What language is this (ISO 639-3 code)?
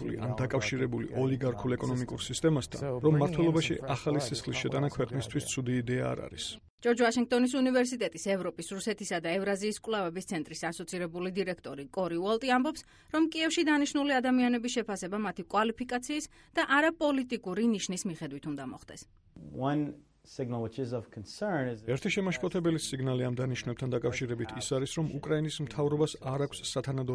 kat